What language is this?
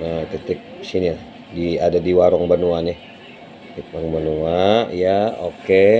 Banjar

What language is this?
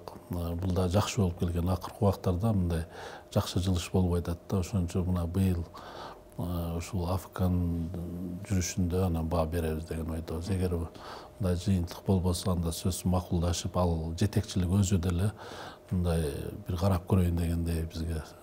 Kyrgyz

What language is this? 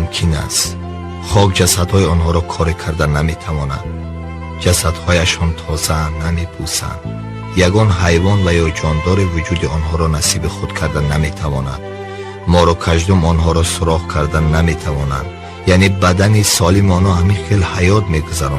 Tajik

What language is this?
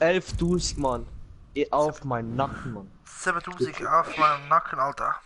Swiss German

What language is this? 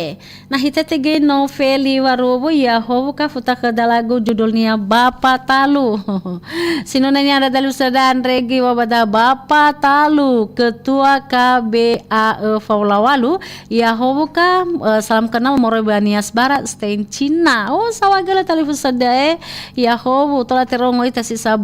Nias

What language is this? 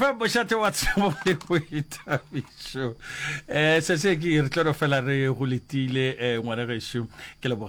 Northern Sotho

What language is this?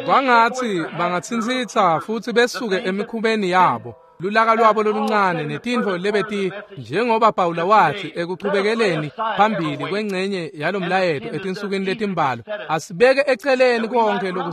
Swati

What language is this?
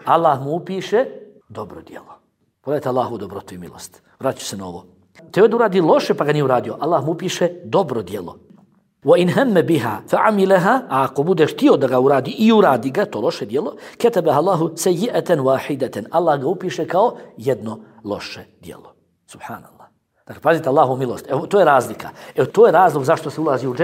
Bosnian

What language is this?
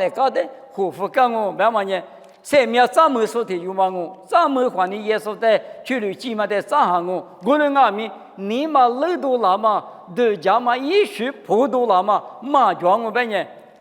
Lisu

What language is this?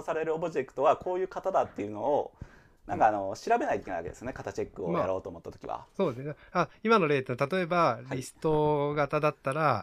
Japanese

